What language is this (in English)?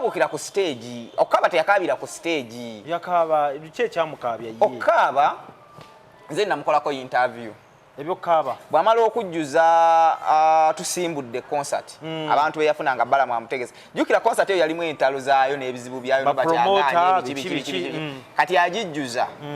Ganda